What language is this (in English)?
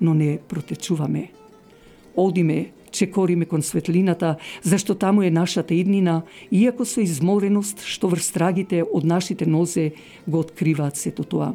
Macedonian